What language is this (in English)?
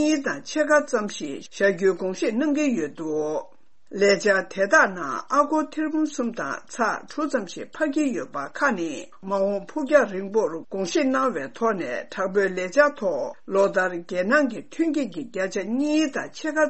Tibetan